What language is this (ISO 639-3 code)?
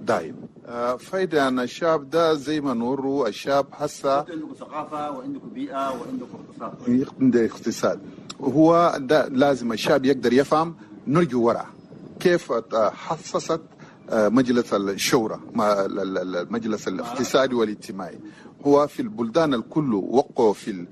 shu